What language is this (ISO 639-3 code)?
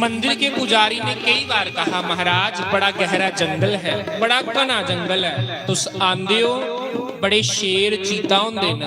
doi